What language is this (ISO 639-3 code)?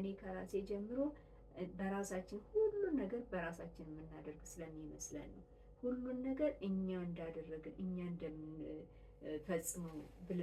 amh